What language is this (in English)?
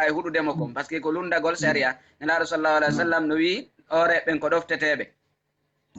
Fula